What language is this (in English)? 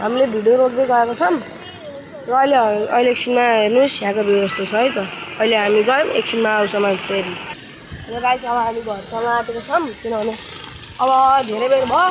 Nepali